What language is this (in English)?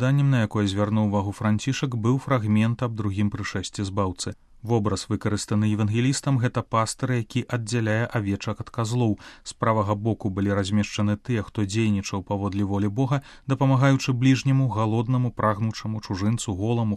Belarusian